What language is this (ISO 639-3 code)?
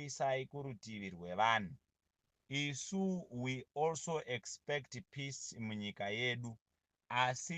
sna